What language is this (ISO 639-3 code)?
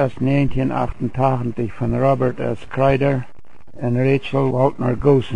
pdt